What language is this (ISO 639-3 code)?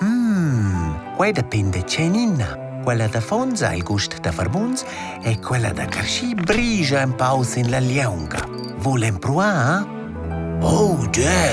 roh